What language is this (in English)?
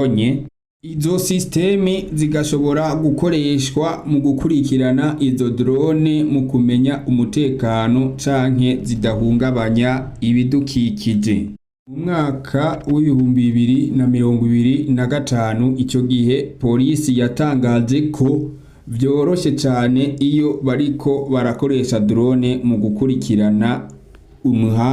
Rundi